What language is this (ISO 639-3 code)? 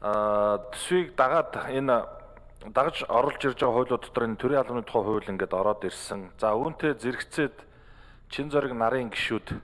mon